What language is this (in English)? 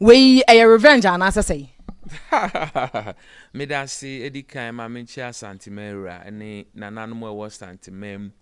Akan